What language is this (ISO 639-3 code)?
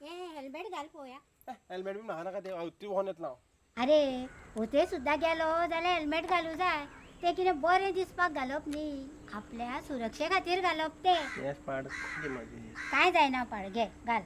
kok